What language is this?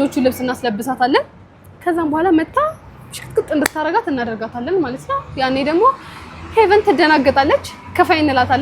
Amharic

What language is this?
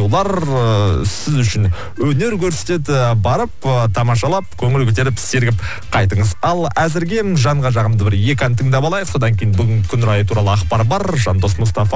Kazakh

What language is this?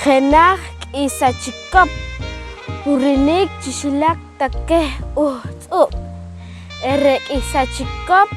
Poqomchi'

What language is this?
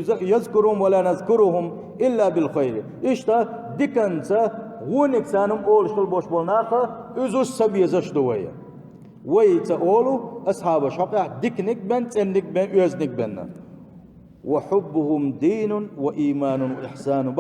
Chechen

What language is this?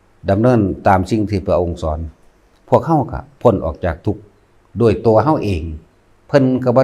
Lao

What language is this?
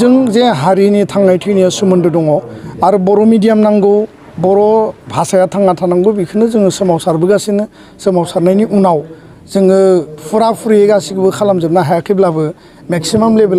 Bodo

